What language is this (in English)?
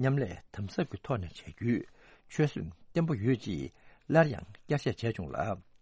Tibetan